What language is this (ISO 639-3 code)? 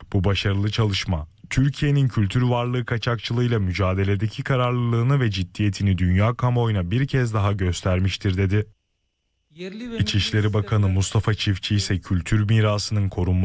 tur